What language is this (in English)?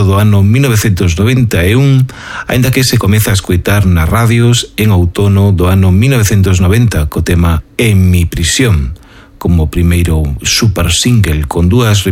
Galician